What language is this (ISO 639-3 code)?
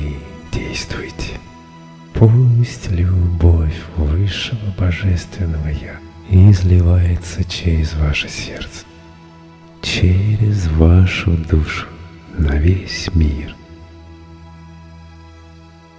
rus